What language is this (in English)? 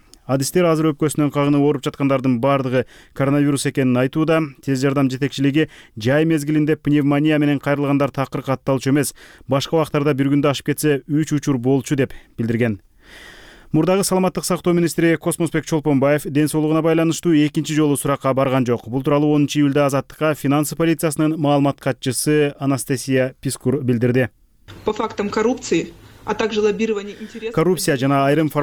Kyrgyz